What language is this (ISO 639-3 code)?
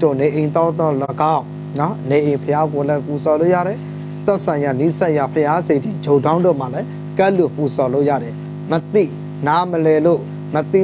mya